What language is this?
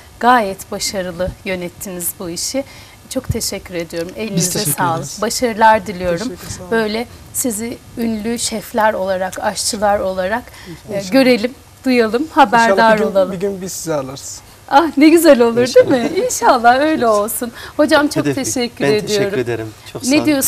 Turkish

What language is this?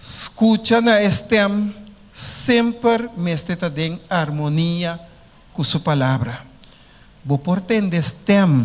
Papiamento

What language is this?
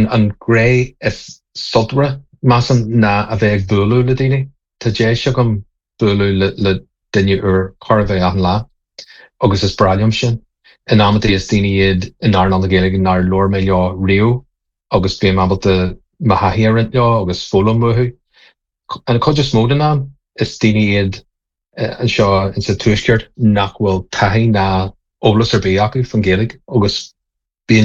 Irish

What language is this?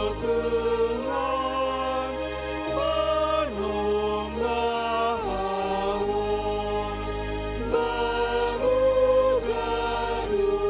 Batak Simalungun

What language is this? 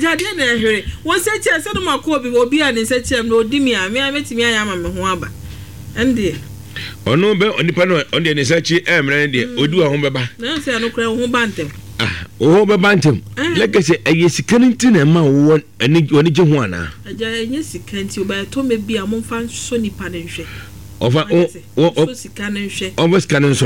Akan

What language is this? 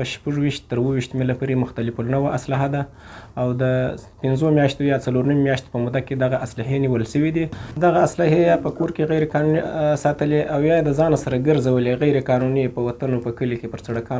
Pashto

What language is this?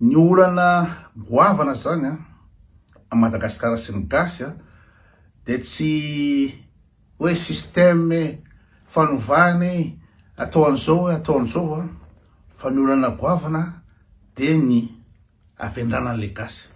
Malagasy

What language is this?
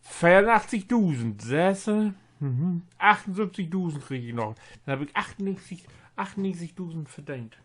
Low German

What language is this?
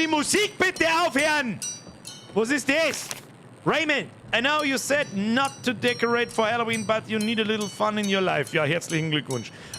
Bavarian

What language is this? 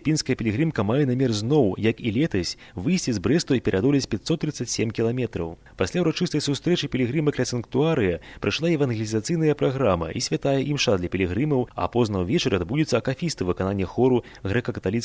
Belarusian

